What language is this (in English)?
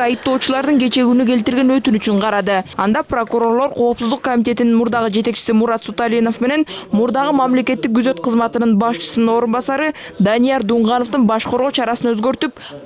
Kyrgyz